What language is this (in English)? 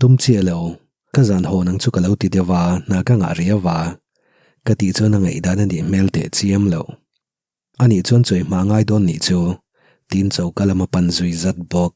Mizo